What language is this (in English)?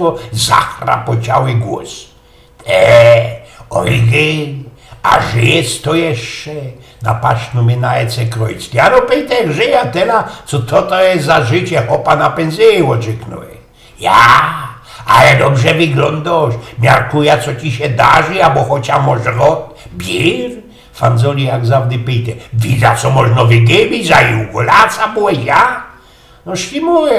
Silesian